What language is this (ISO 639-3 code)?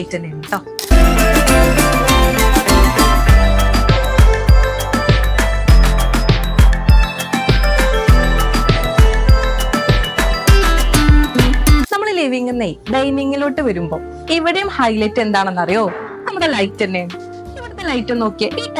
mal